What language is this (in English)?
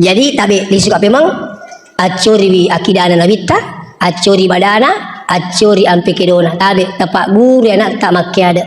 Buginese